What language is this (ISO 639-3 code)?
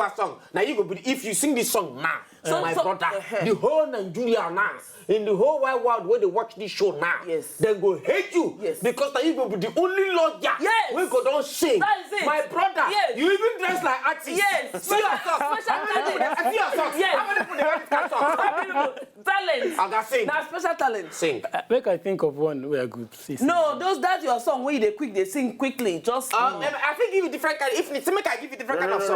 pcm